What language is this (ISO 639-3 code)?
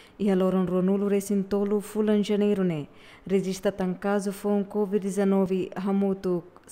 tet